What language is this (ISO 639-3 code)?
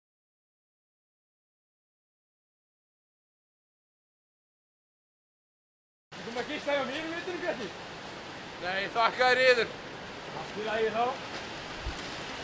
isl